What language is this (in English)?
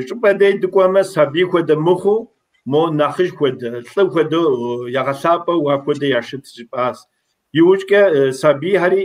Kabardian